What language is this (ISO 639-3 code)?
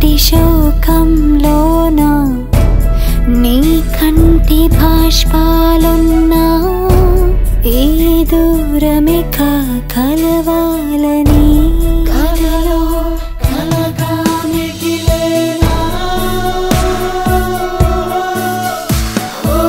tel